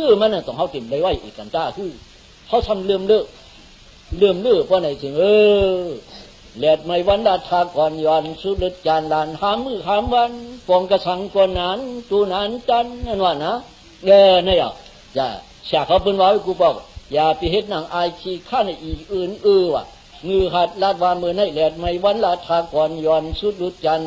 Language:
Shan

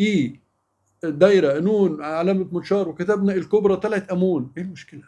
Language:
Egyptian Arabic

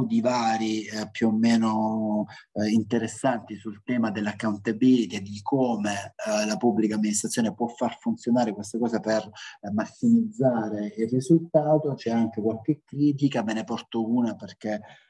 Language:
Italian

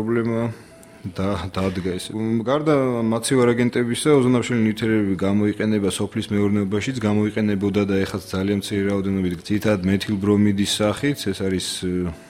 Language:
Georgian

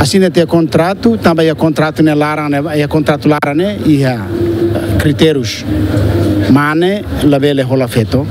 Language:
Tetum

